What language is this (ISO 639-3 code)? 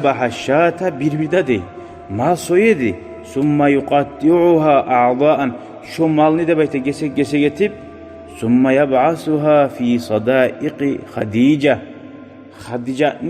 kum